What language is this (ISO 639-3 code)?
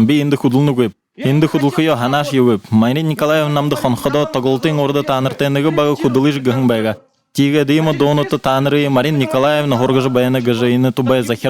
bua